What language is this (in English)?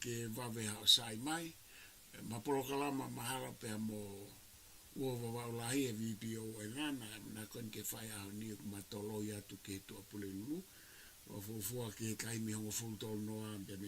Tongan